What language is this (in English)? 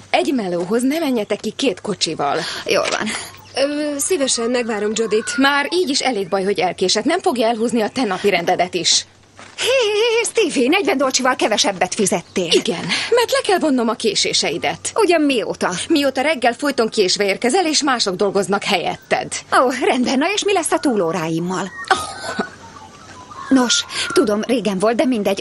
Hungarian